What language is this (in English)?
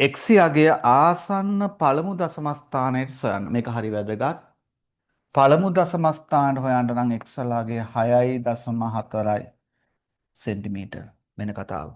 Sinhala